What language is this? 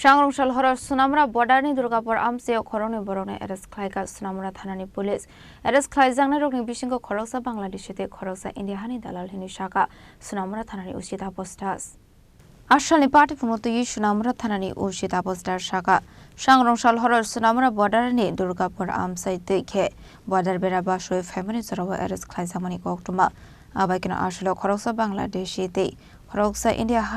Kok Borok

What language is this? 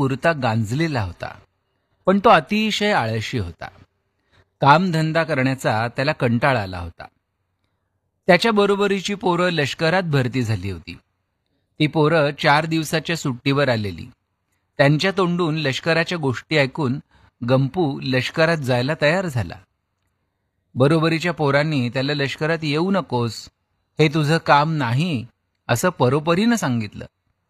Marathi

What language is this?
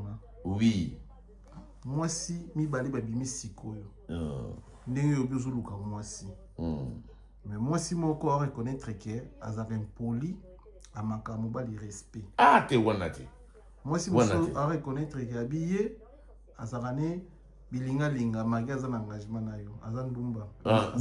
Lingala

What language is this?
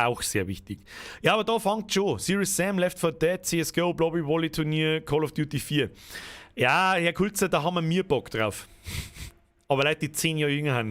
Bavarian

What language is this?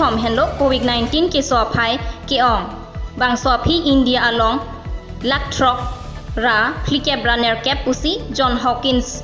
Karbi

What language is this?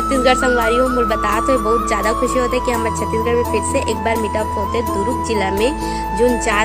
Chhattisgarhi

